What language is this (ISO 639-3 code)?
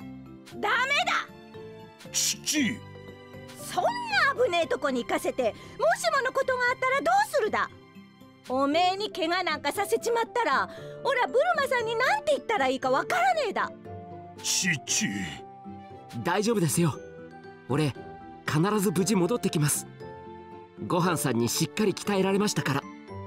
jpn